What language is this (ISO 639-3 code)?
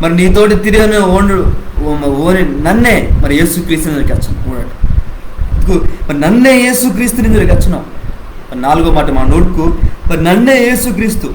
kff